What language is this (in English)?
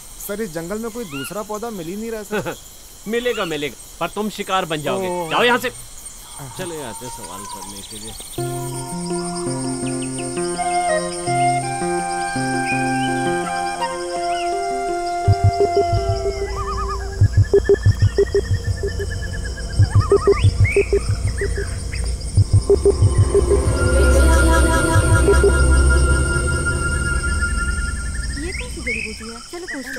Hindi